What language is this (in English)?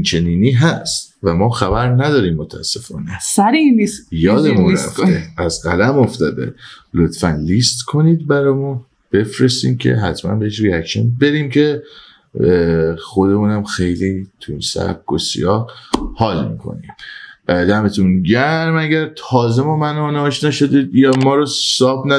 Persian